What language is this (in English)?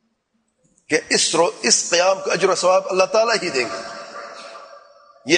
Urdu